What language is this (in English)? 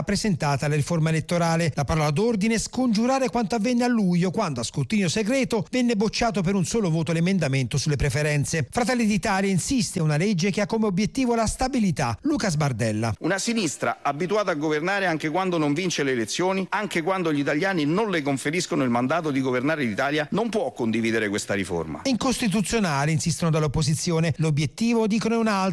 Italian